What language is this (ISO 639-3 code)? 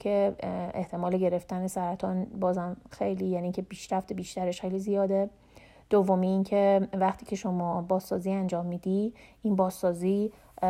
fas